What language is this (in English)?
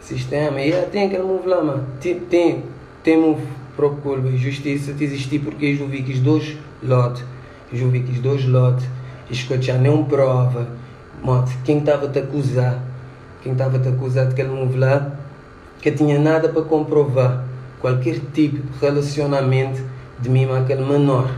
Kabuverdianu